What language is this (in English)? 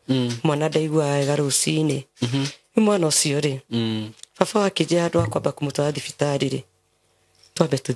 Kikuyu